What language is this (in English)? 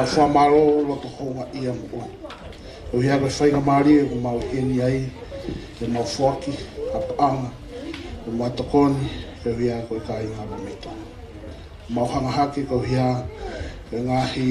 Tongan